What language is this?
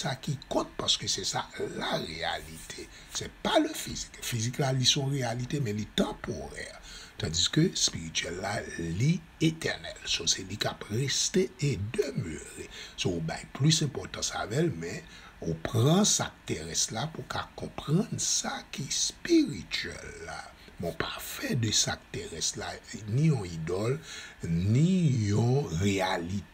Haitian Creole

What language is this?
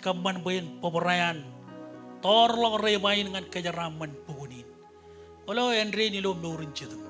Marshallese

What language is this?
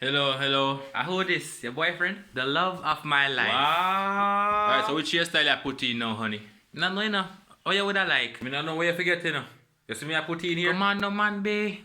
Jamaican Creole English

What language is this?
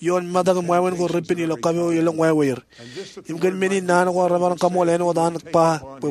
Marshallese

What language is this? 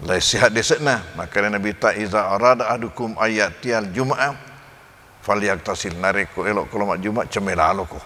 Buginese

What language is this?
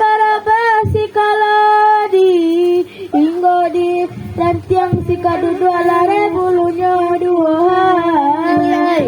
Minangkabau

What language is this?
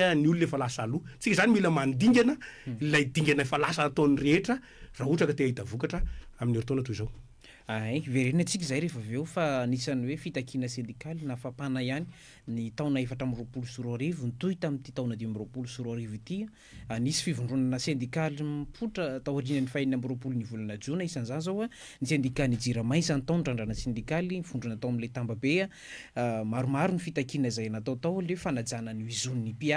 Malagasy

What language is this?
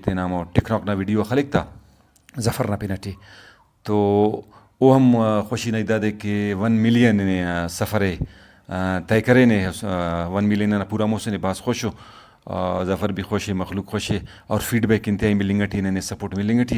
Brahui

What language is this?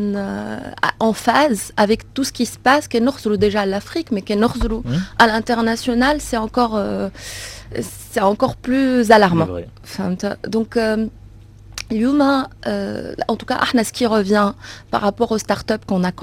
Tunisian Arabic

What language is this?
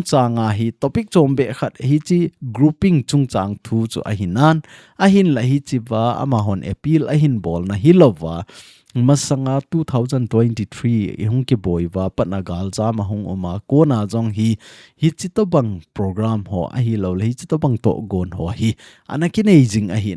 Thado Chin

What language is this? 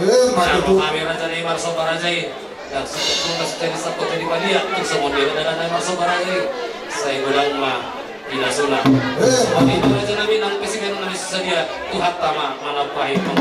Batak Toba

